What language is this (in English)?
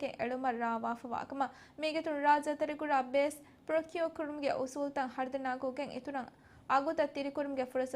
Divehi